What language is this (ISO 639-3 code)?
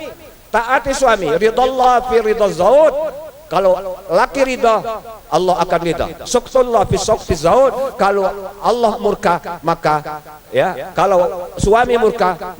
mui